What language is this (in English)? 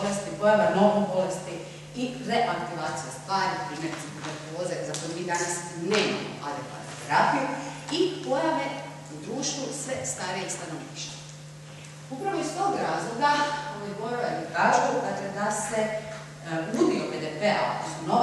Croatian